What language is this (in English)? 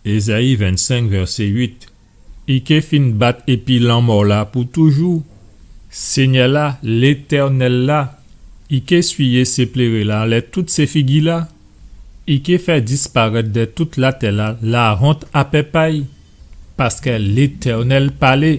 Guadeloupean Creole French